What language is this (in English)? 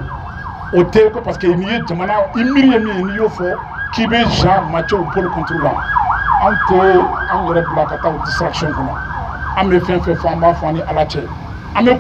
Bambara